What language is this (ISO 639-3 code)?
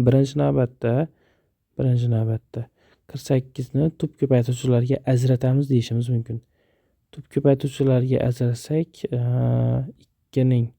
uzb